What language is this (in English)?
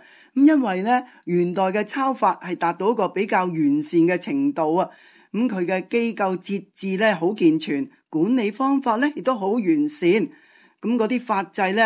Cantonese